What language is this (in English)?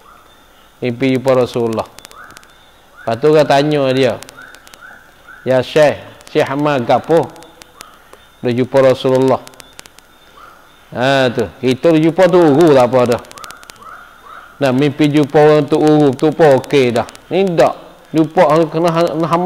Malay